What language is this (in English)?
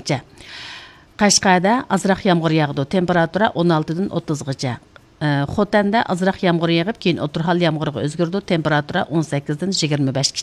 Uyghur